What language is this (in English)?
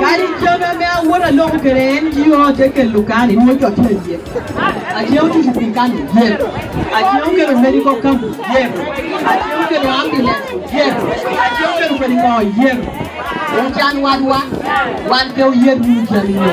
Lango (Uganda)